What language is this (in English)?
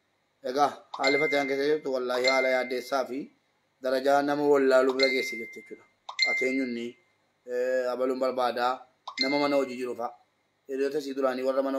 Oromo